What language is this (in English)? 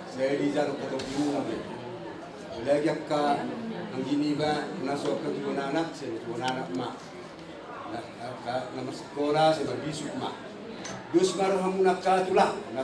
Batak Toba